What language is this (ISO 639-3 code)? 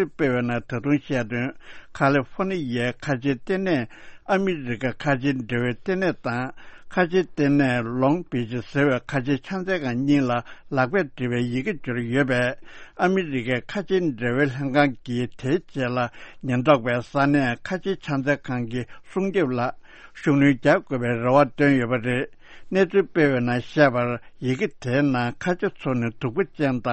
bod